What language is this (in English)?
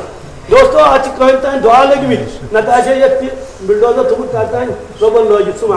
Kashmiri